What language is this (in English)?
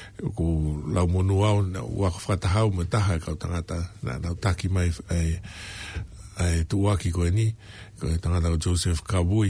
Tongan